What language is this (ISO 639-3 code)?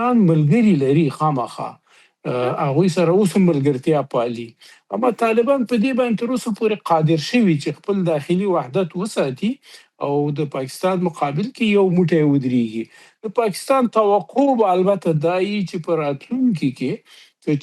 pus